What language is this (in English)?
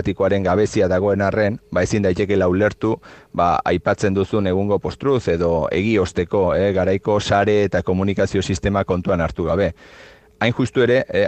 Basque